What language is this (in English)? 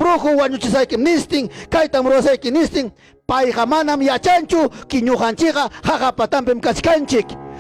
Ayacucho Quechua